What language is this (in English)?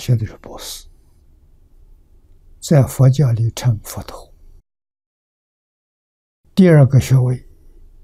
Chinese